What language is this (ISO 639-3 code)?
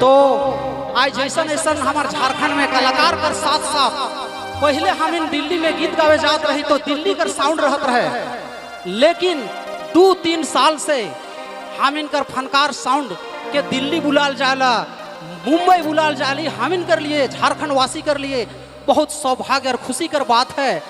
sck